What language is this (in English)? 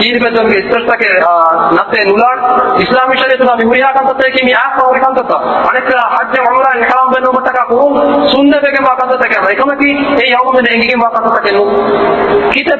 Divehi